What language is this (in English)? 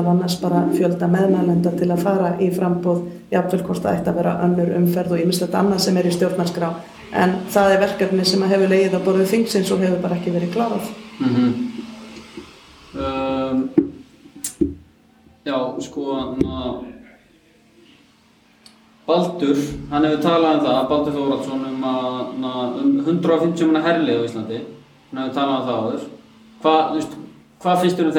Icelandic